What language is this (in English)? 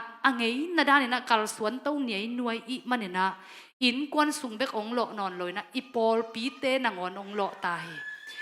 Tedim Chin